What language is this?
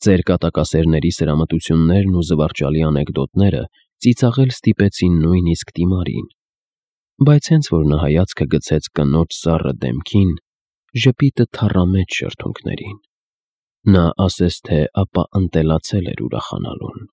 Armenian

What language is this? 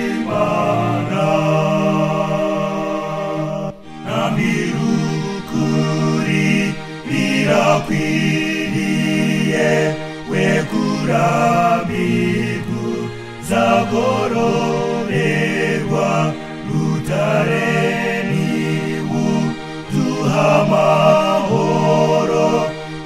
Kinyarwanda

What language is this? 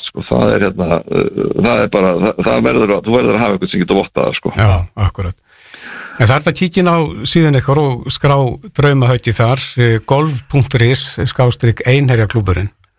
Icelandic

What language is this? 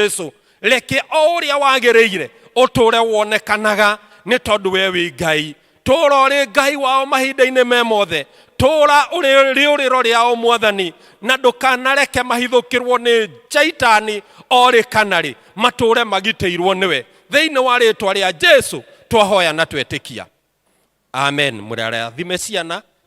Kikuyu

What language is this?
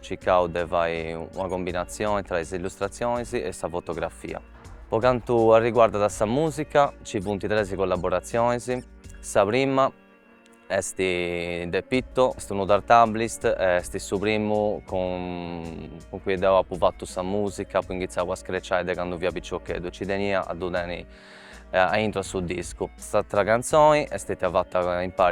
Sardinian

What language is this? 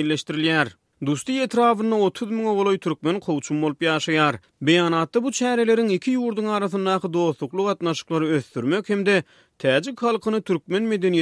Turkmen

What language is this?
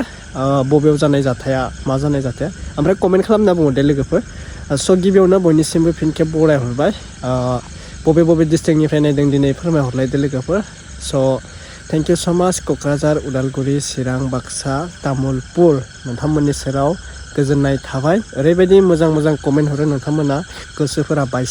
Bodo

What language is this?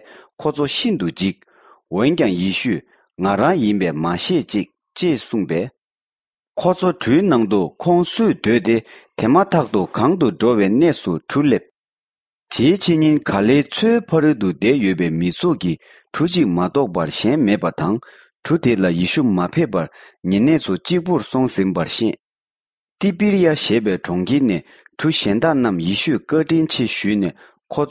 Tibetan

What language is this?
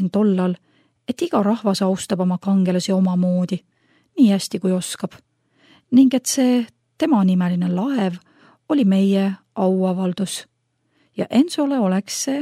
Estonian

